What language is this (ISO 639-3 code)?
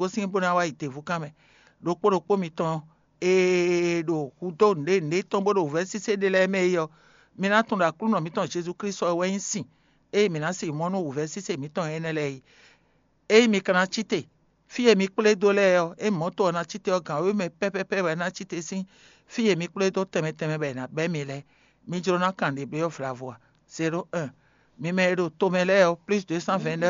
fon